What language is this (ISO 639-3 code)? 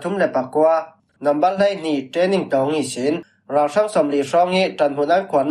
cfm